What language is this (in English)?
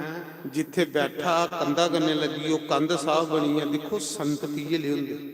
Dogri